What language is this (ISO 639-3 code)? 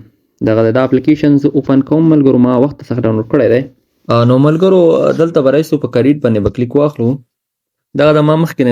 pus